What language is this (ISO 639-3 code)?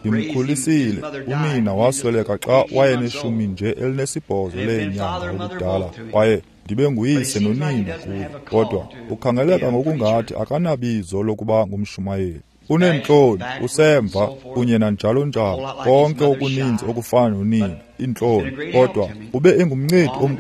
xho